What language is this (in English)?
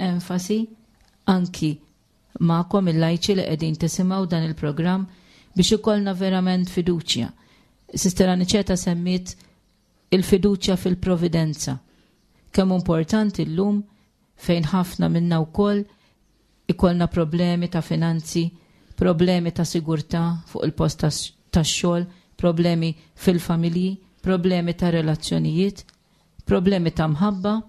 Maltese